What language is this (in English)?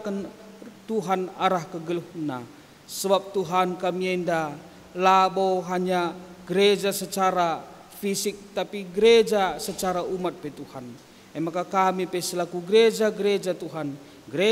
Batak Karo